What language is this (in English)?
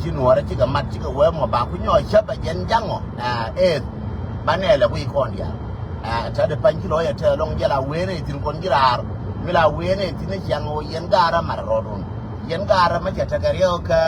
Nuer